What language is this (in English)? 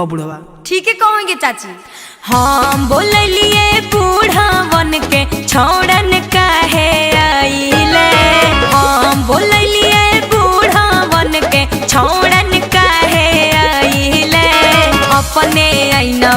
Magahi